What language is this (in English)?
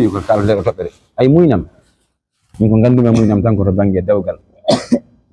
Fula